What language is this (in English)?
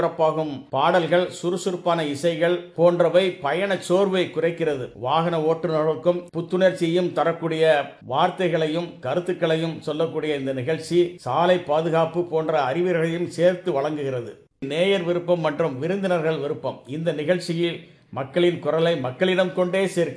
Tamil